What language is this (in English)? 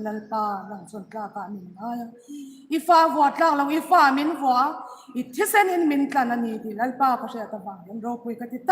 Hmar